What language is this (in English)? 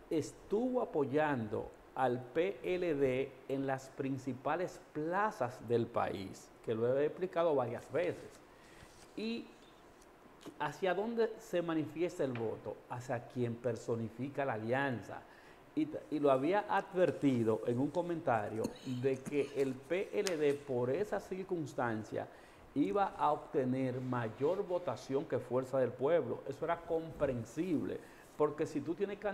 Spanish